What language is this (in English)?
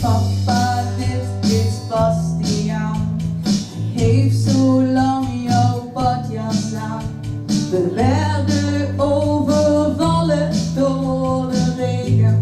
Limburgish